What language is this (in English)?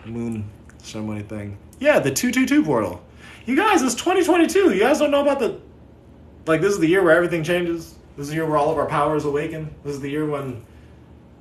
English